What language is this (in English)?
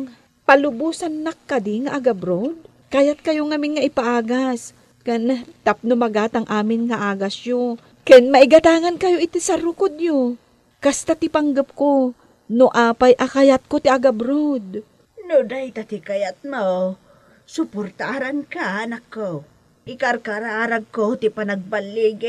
Iloko